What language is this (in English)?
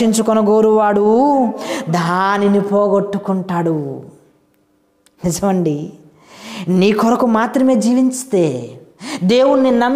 Telugu